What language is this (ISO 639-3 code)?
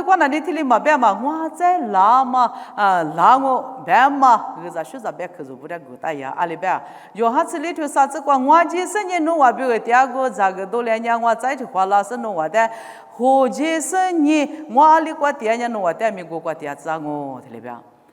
lis